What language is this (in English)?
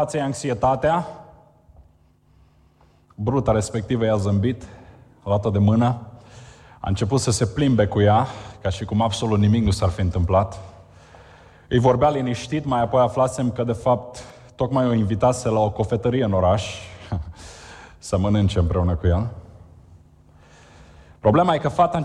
Romanian